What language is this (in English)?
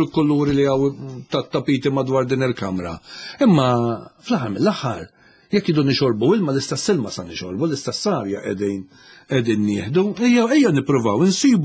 Maltese